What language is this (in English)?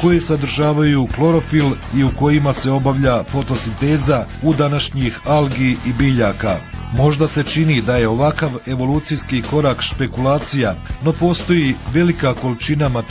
Bosnian